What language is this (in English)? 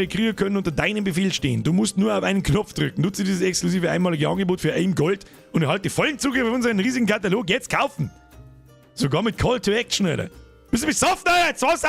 Bavarian